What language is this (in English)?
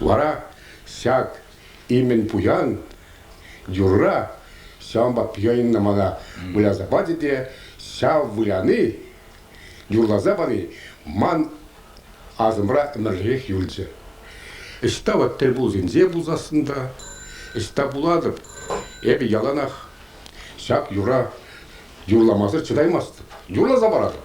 Chuvash